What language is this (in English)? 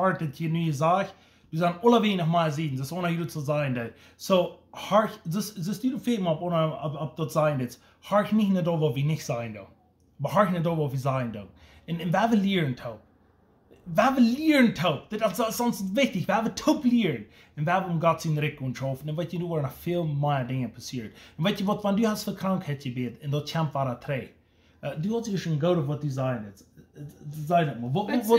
Plautdietsch